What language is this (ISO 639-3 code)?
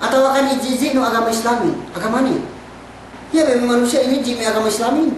yka